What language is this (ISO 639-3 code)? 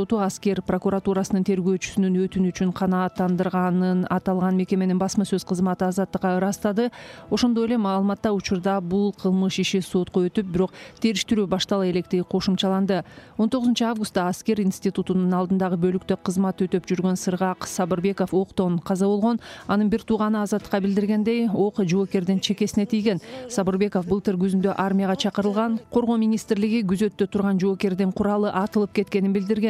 kir